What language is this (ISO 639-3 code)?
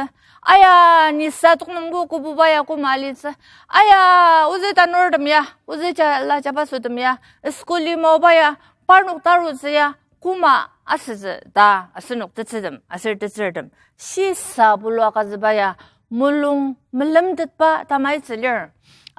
njo